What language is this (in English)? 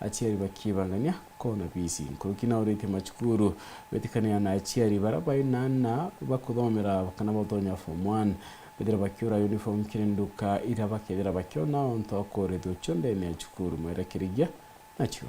Meru